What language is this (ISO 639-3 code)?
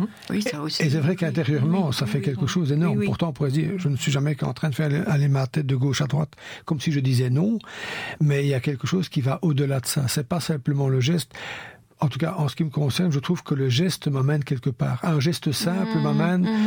fra